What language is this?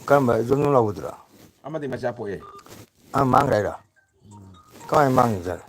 Manipuri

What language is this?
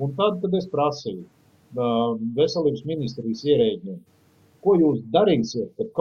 Latvian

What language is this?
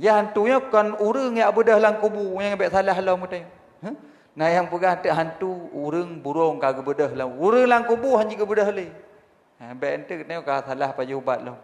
Achinese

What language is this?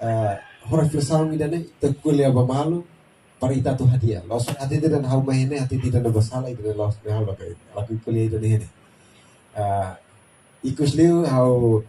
Tetum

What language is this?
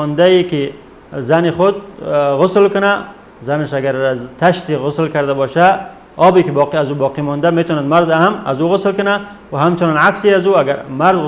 Persian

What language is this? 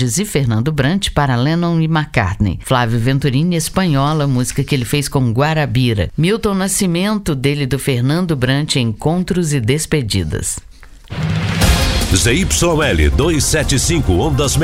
Portuguese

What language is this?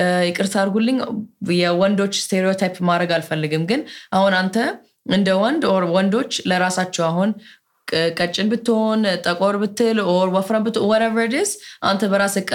Amharic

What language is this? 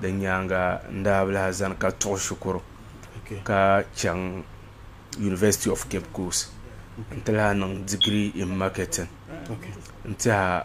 Dagbani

